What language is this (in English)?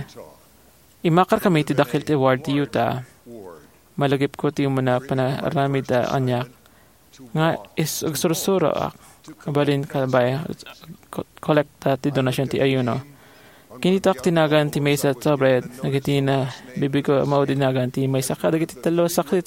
Iloko